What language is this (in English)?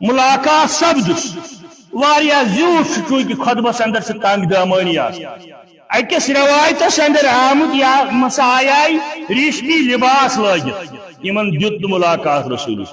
Kashmiri